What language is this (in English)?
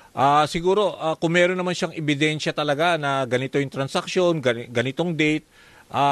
Filipino